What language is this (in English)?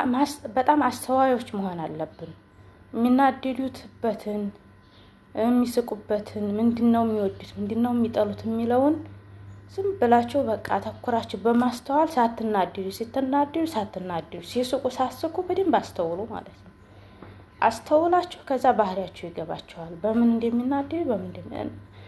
Amharic